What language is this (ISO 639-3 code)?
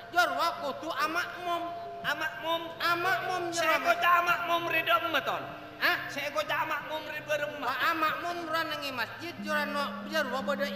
mad